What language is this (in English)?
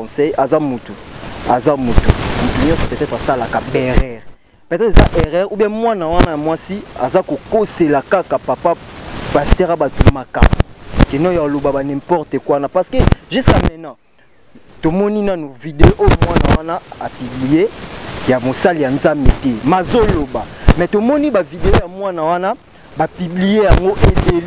Lingala